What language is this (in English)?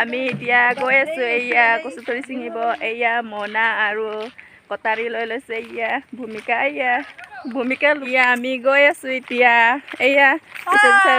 Assamese